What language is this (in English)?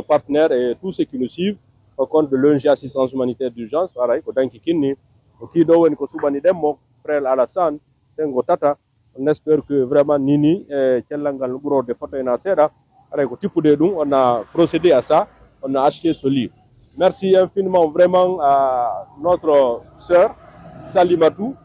Pular